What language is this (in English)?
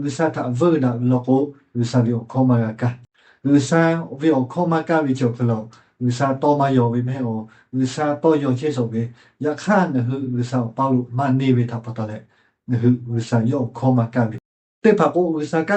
Lahu